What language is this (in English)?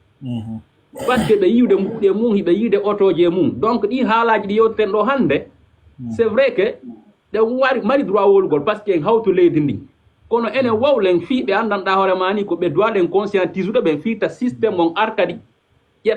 Fula